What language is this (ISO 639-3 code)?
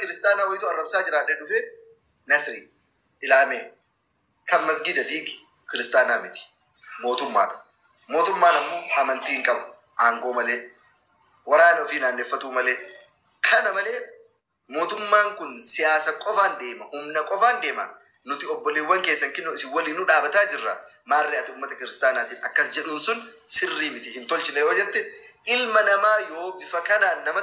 orm